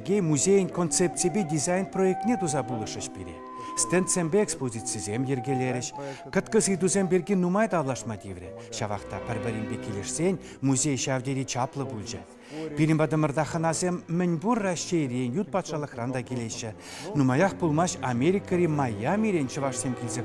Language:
Chuvash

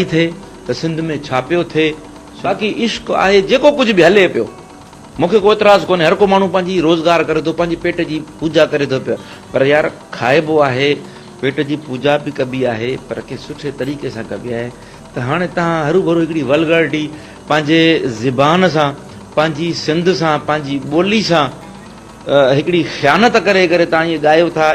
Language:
Sindhi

